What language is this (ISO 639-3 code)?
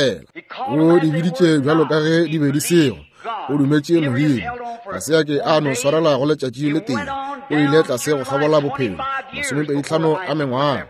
nso